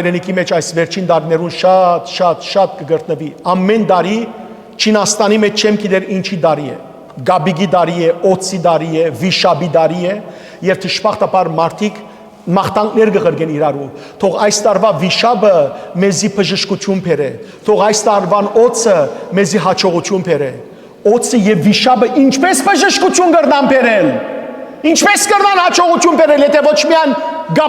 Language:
Western Armenian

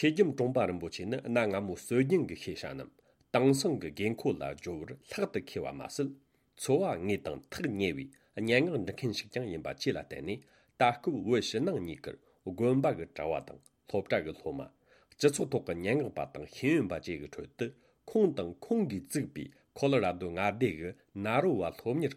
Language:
Tibetan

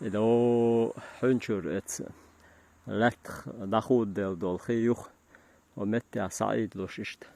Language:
Chechen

